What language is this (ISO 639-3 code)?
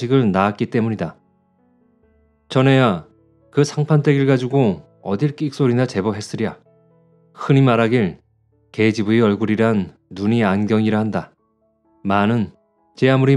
kor